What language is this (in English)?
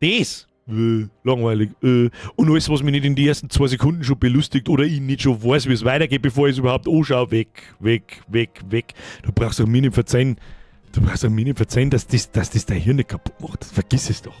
Bavarian